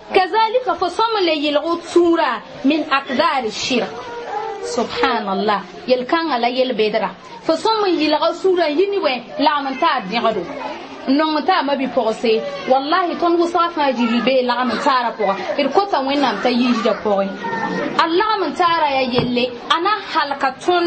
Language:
Mossi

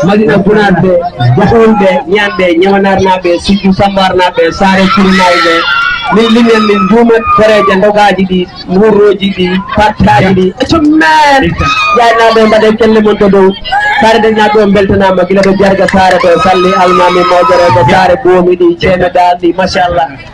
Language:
Fula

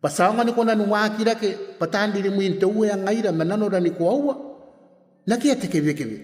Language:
Gilbertese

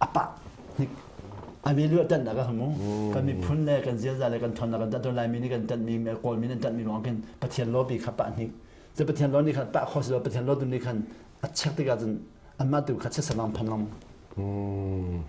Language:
Hakha Chin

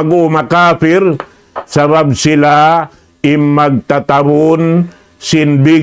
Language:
Tausug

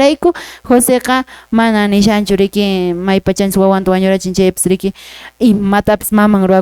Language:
Quechua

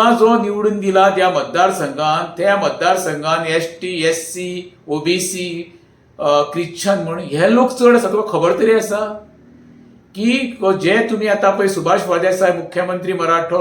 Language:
Konkani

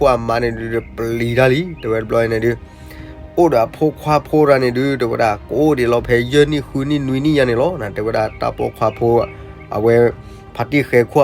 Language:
S'gaw Karen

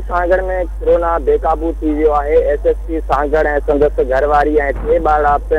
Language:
Sindhi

